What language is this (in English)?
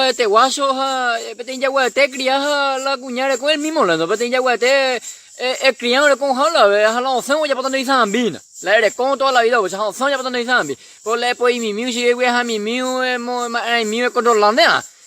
Guarani